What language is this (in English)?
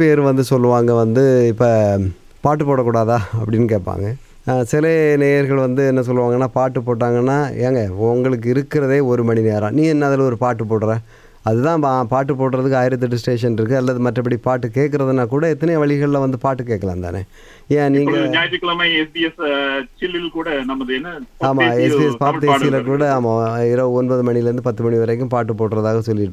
Tamil